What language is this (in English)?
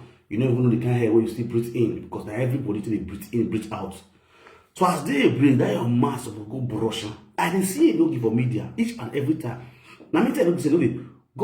Nigerian Pidgin